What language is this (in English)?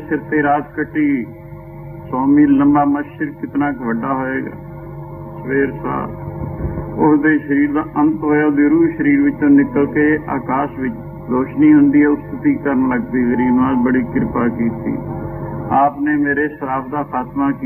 Punjabi